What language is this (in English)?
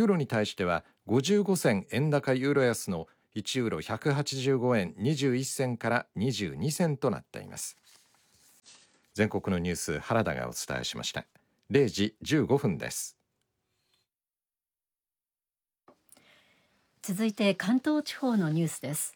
Japanese